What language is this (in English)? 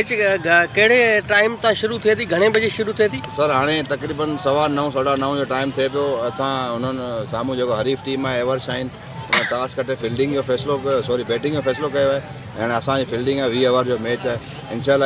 Sindhi